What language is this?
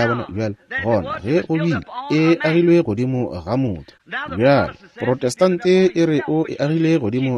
Northern Sotho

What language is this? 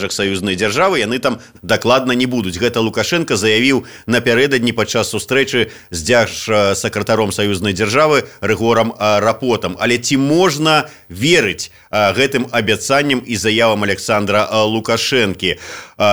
Belarusian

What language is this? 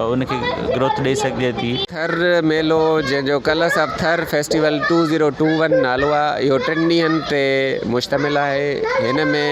Sindhi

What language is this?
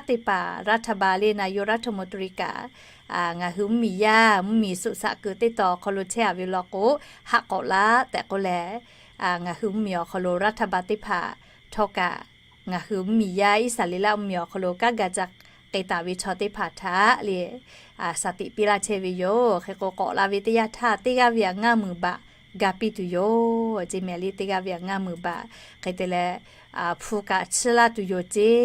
Lahu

